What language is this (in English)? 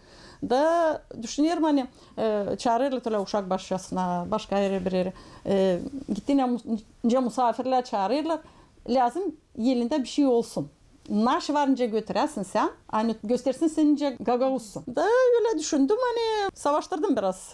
Gagauz